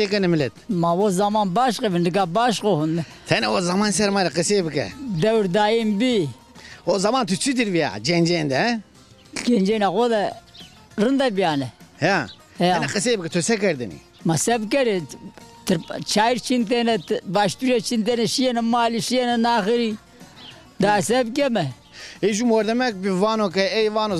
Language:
Zaza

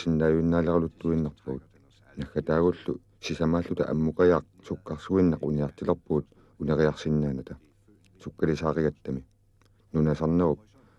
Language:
Kalaallisut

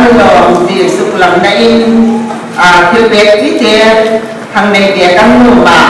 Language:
Hmar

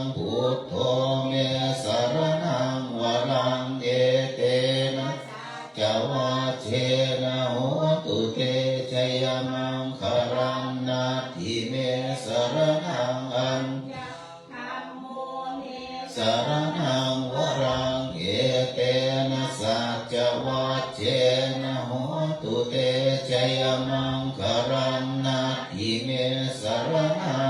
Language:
Pali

